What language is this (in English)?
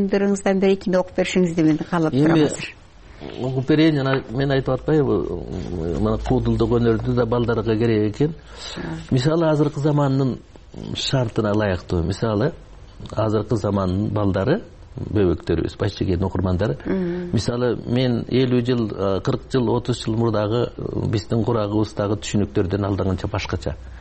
Kyrgyz